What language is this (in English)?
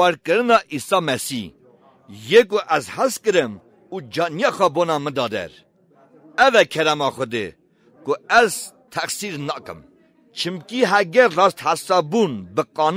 Kurdish